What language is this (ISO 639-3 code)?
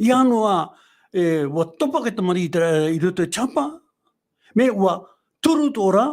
tah